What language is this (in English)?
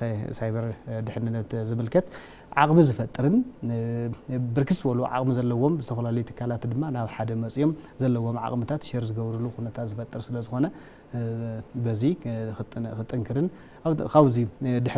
Tigrinya